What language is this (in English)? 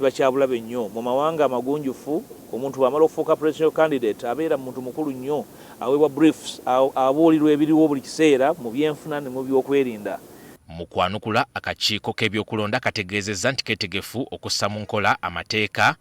Ganda